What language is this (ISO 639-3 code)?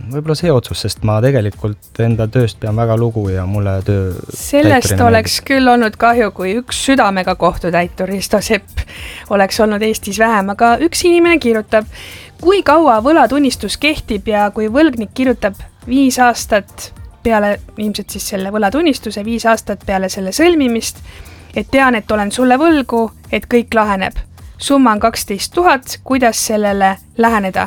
est